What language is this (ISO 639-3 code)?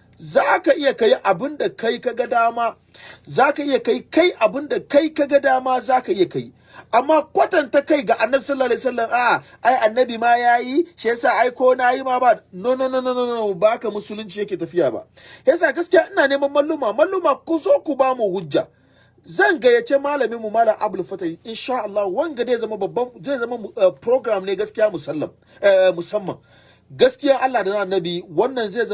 hau